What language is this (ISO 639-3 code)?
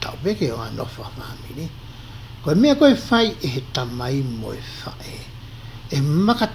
ton